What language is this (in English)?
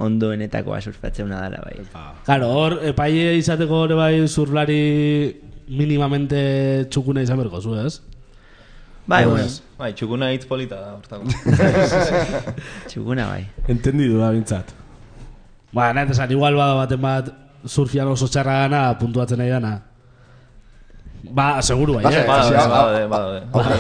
Basque